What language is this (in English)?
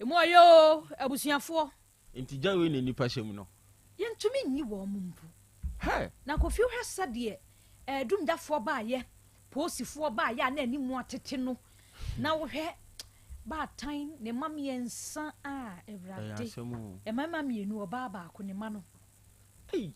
Akan